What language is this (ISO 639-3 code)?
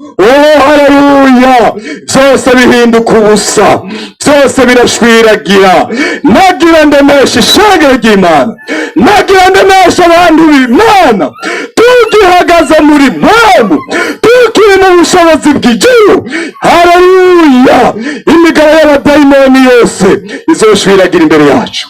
run